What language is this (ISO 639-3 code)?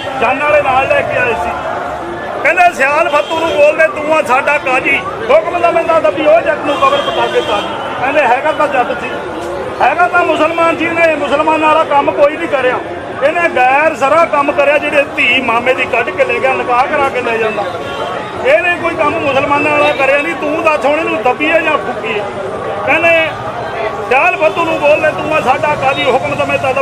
pan